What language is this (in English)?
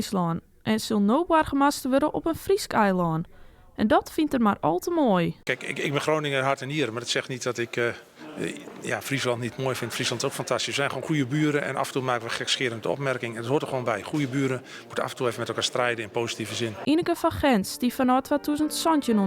Western Frisian